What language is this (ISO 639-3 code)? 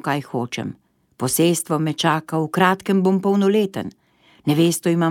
slv